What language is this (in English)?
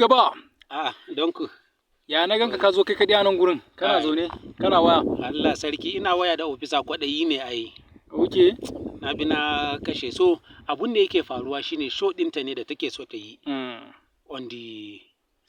Hausa